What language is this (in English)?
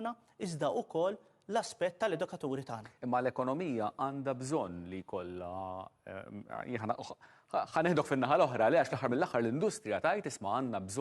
Maltese